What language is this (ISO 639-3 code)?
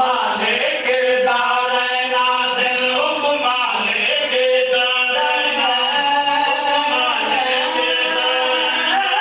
skr